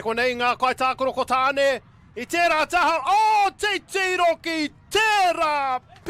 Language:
Māori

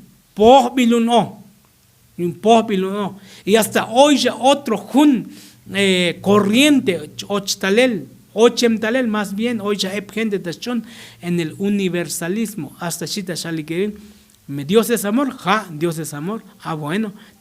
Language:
Tzotzil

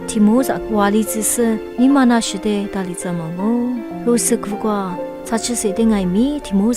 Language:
Lisu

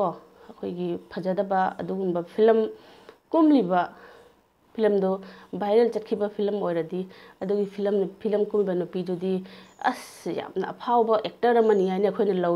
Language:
Manipuri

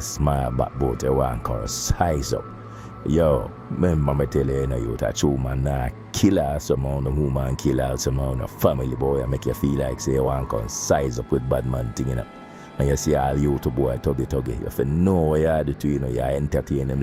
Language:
Jamaican Creole English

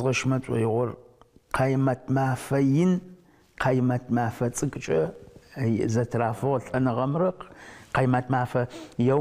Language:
Adyghe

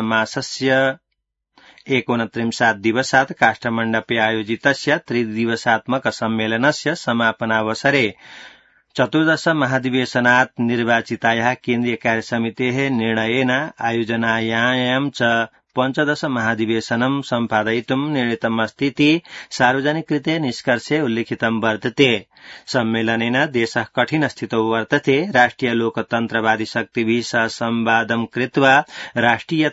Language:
Sanskrit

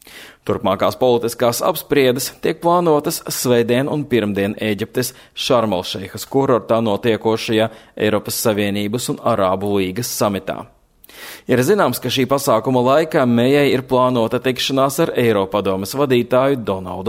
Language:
Latvian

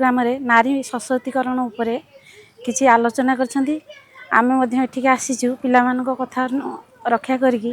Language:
Odia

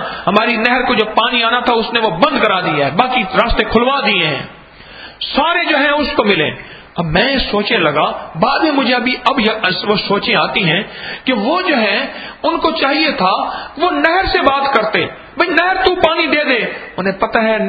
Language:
Urdu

